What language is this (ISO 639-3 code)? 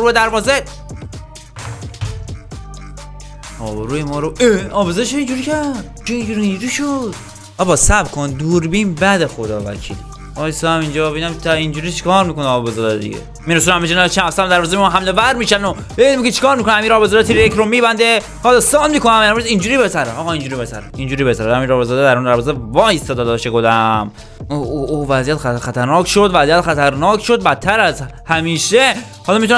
fas